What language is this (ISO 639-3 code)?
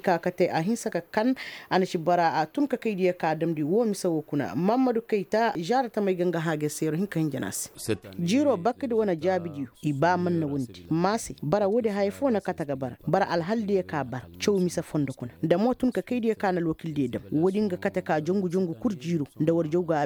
ses